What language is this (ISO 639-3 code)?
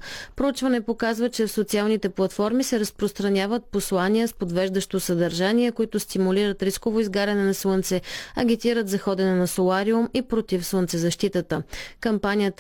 bul